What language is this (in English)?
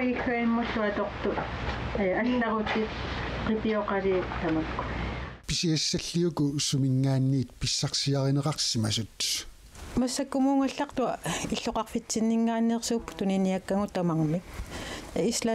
Kalaallisut